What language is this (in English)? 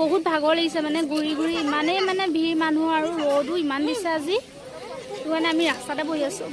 Assamese